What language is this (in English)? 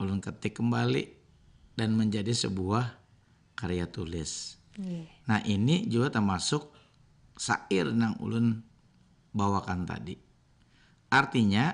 Banjar